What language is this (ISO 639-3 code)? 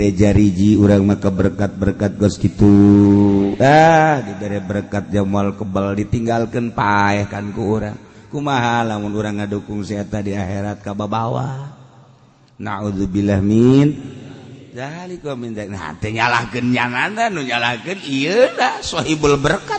sun